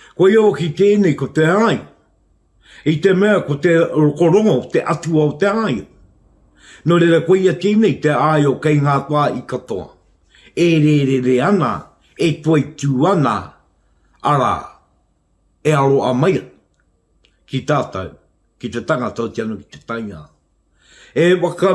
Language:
Māori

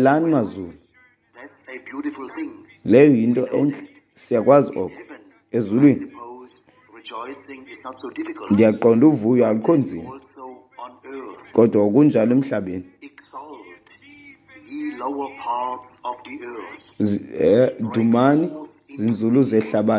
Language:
Xhosa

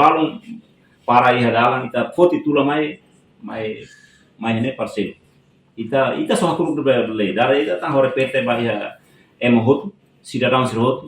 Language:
Tetum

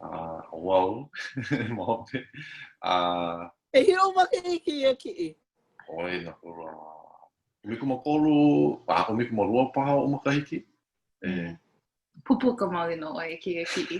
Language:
Hawaiian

